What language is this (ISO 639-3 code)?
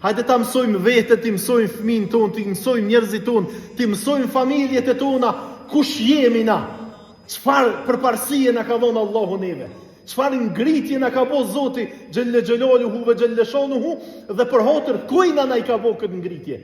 sqi